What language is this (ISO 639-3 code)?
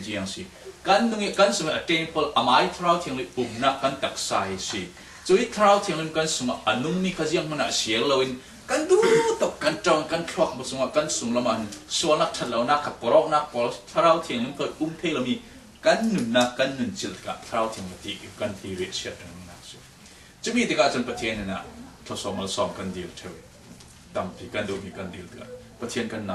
cfm